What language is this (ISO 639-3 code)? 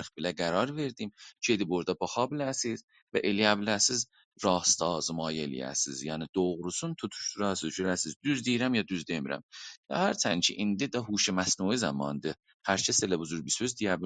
azb